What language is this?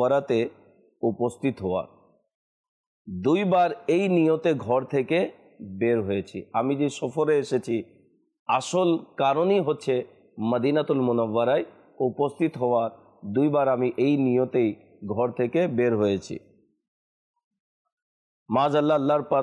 Bangla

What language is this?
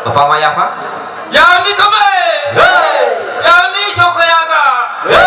Nias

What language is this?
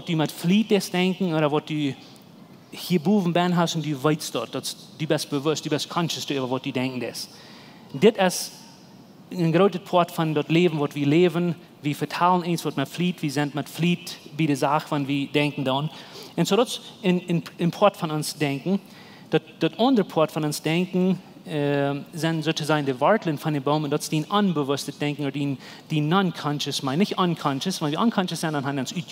Plautdietsch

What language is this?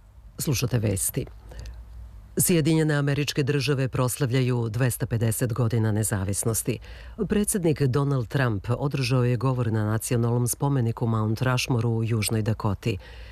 Serbian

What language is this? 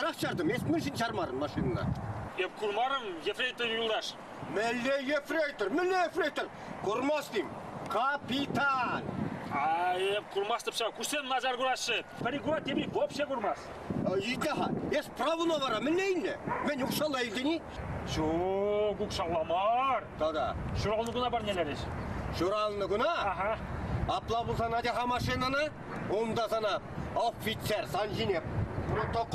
Chuvash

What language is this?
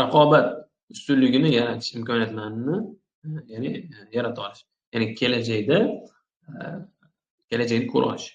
Uzbek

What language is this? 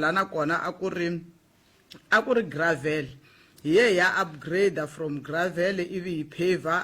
Tsonga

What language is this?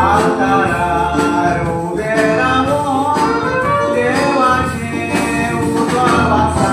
Konkani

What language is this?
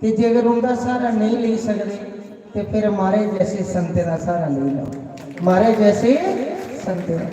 Dogri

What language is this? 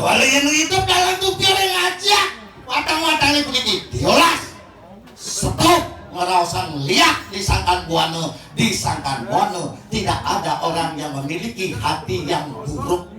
Balinese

